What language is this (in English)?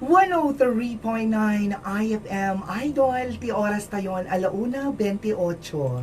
Iloko